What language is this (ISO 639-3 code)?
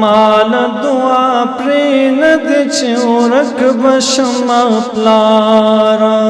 pus